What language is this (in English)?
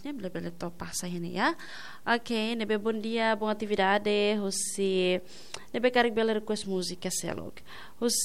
Tetum